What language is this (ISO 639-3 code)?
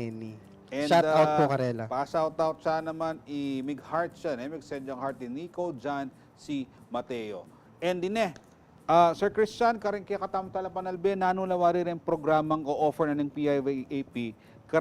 pam